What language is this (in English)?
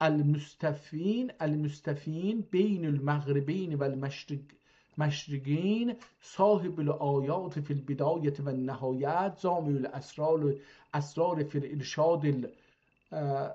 South Azerbaijani